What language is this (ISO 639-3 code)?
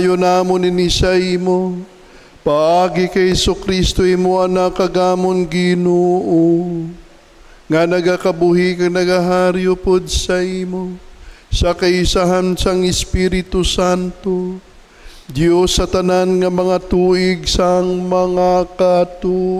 hil